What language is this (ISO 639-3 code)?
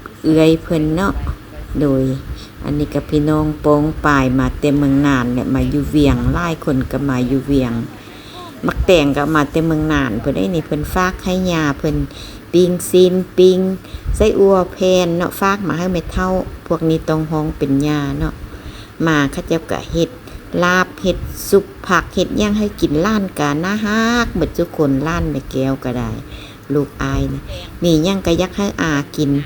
lao